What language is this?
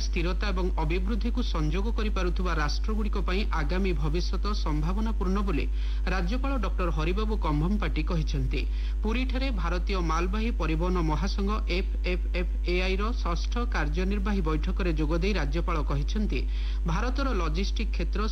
Odia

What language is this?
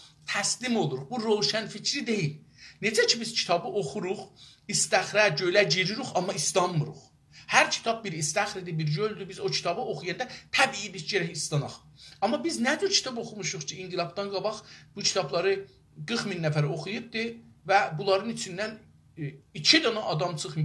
South Azerbaijani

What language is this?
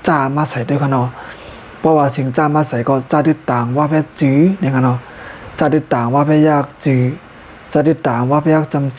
Shan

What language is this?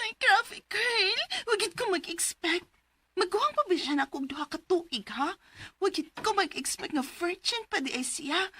Cebuano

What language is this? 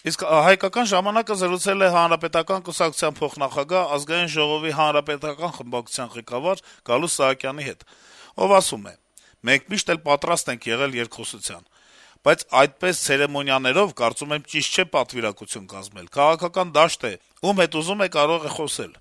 Armenian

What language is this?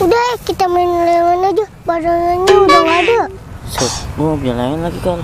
Betawi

